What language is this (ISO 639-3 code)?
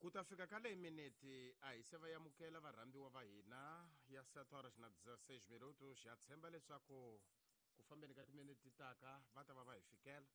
tso